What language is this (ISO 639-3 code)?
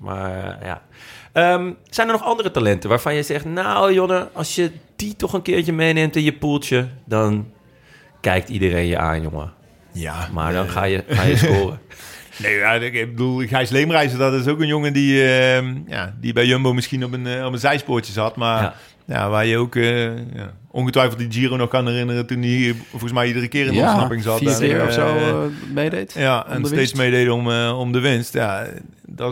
nld